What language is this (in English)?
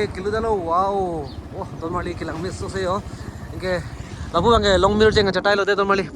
Karbi